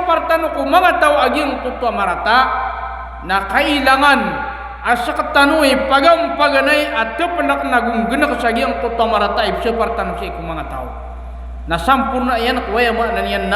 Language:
Maranao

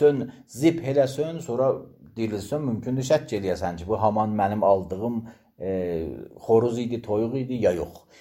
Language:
Azerbaijani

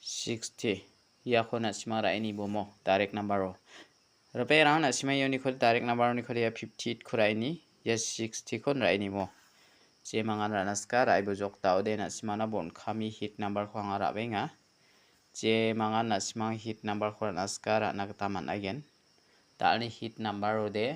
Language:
Garo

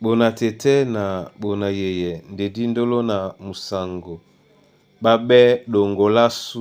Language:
Duala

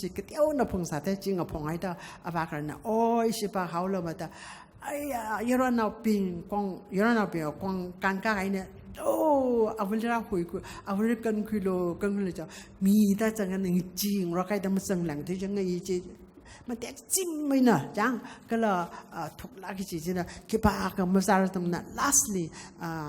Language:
Tangkhul Naga (India)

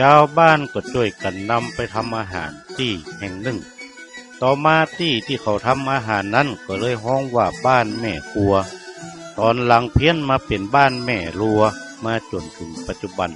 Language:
Northern Thai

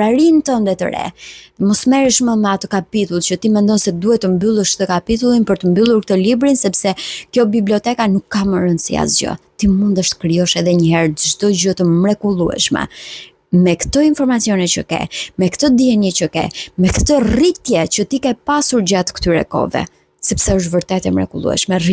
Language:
Albanian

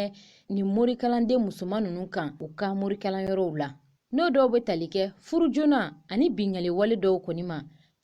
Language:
Bambara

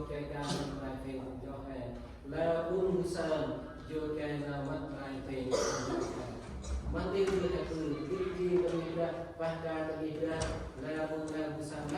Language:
Central Mnong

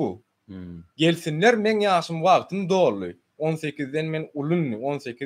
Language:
Turkmen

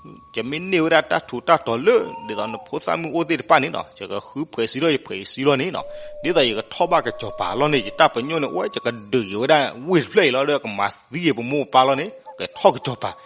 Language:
S'gaw Karen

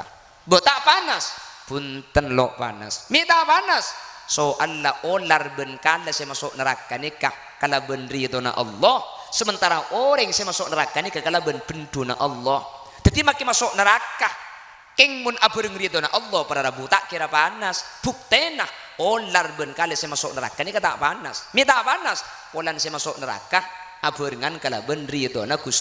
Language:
Madurese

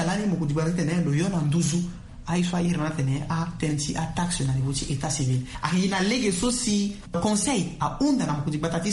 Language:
Sango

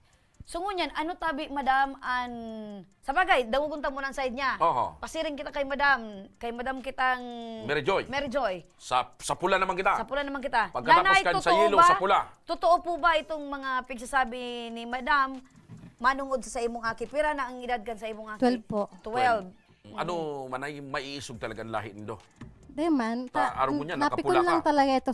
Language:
Bikol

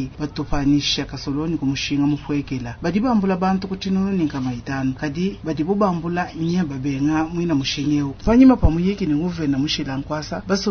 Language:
Luba-Lulua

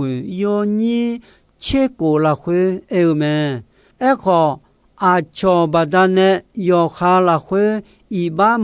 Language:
Akha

